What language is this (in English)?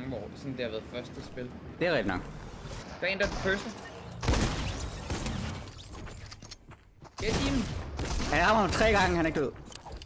Danish